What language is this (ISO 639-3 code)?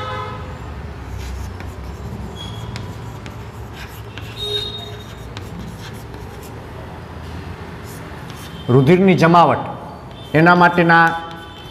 guj